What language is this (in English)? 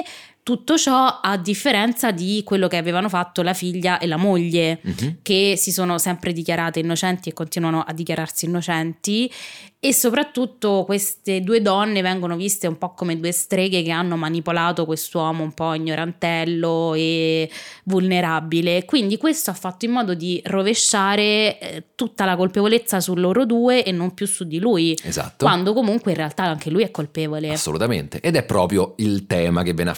Italian